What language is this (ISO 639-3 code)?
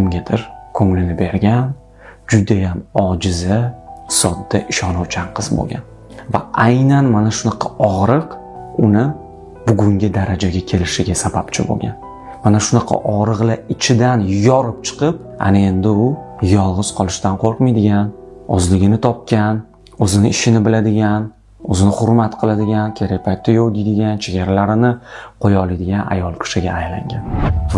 uzb